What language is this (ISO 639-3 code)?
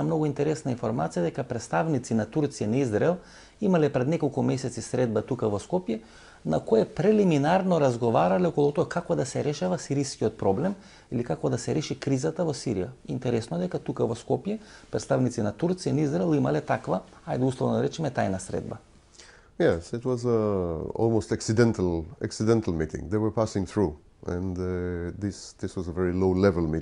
mkd